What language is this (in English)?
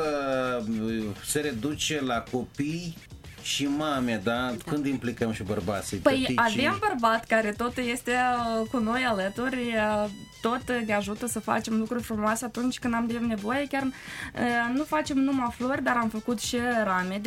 Romanian